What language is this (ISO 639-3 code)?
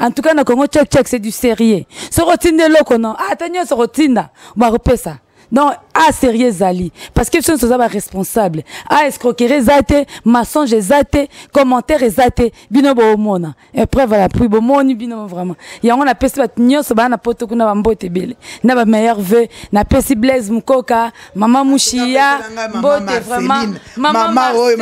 lin